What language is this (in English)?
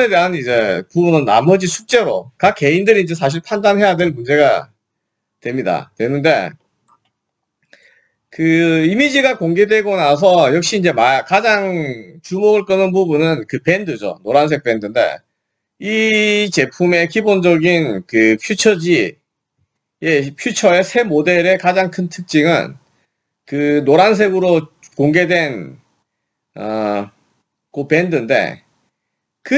Korean